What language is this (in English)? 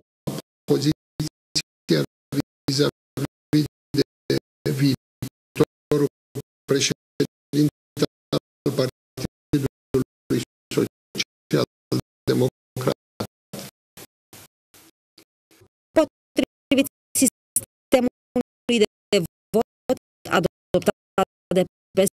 Romanian